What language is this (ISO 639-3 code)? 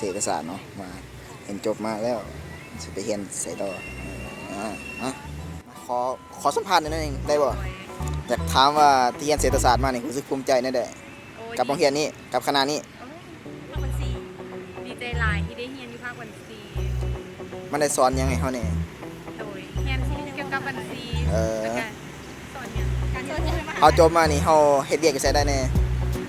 lao